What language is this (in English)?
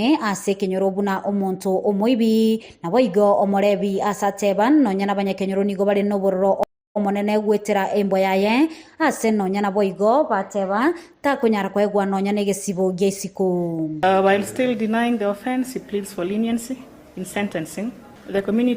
Gusii